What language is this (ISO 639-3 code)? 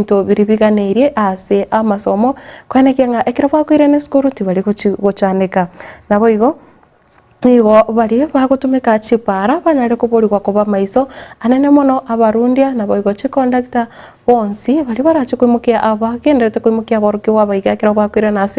guz